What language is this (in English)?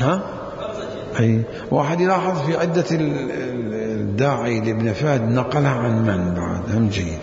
Mesopotamian Arabic